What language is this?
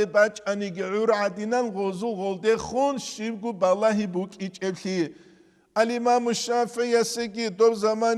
Avaric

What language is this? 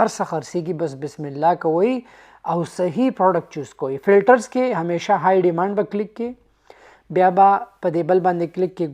Pashto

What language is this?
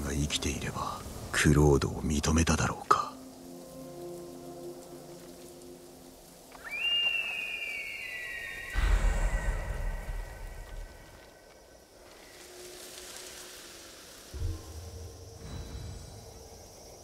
Japanese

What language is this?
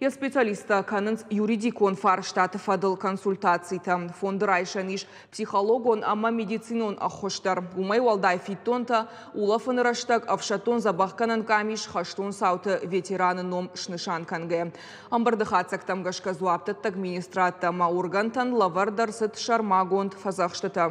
Ossetic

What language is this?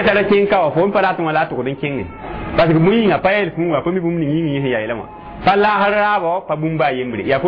Mossi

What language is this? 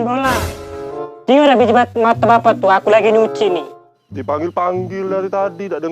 Musi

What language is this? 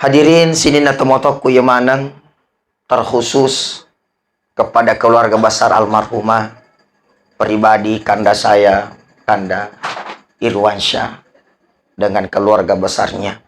Buginese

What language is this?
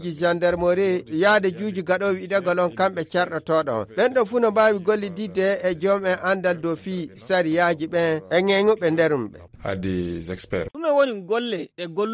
Nigerian Fulfulde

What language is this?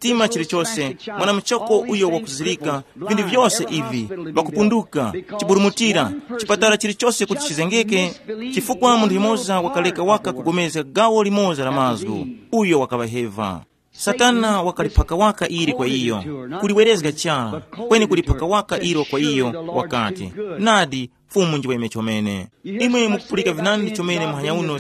Tumbuka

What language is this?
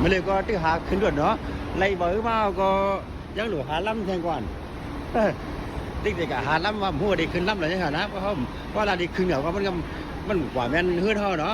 Shan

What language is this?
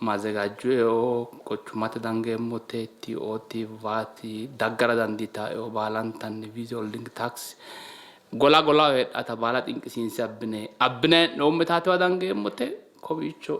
Sidamo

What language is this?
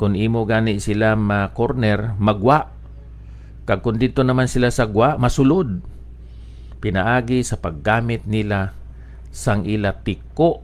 Hiligaynon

